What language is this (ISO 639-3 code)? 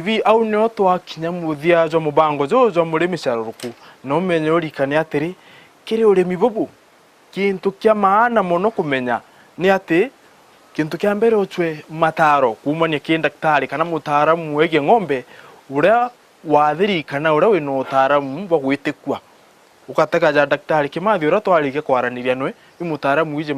mer